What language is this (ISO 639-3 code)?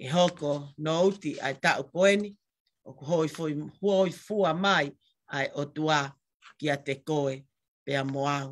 ton